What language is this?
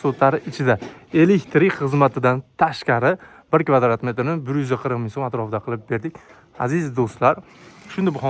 Uzbek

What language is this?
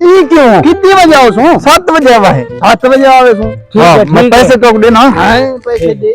Saraiki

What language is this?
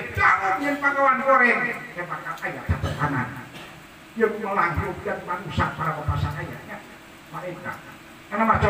Sundanese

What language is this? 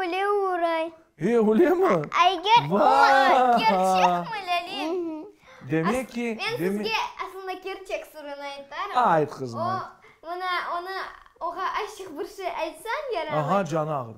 Crimean Tatar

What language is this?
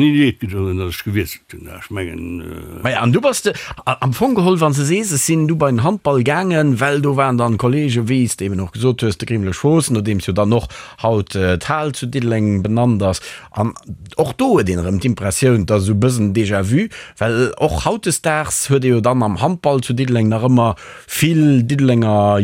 Luxembourgish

